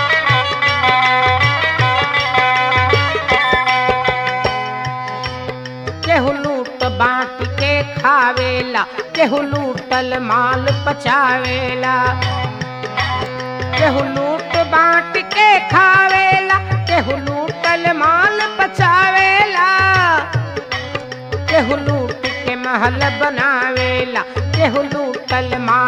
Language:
Bhojpuri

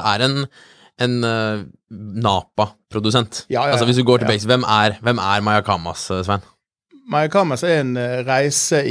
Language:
Norwegian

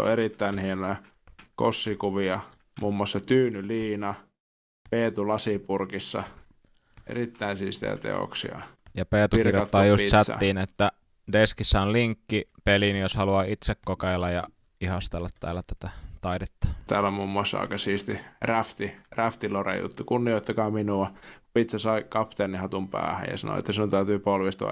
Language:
Finnish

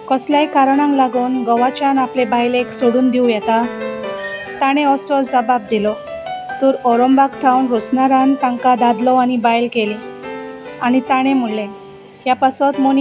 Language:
Konkani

